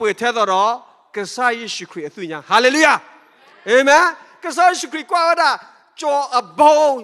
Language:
S'gaw Karen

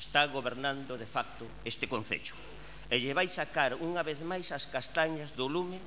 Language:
Galician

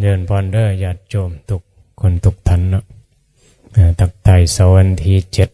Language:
Northeastern Thai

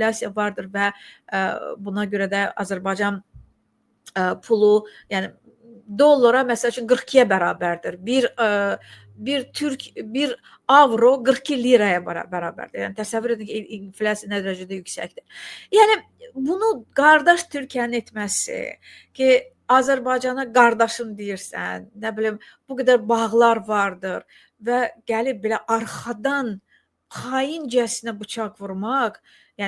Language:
Azerbaijani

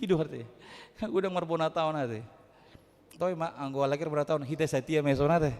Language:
Batak Toba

